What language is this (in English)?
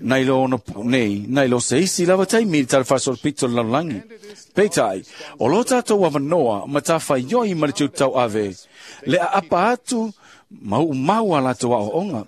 Samoan